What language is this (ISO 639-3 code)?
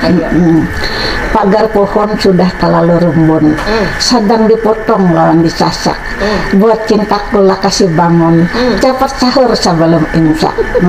bjn